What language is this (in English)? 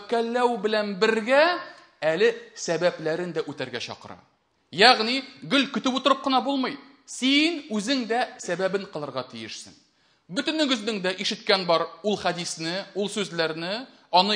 Tatar